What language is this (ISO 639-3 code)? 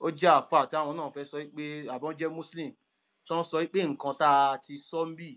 yor